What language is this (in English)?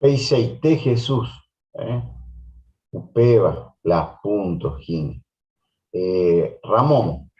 Guarani